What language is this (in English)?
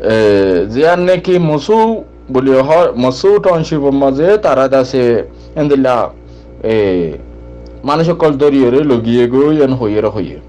Rohingya